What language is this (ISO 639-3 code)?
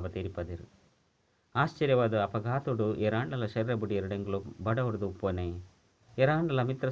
tcy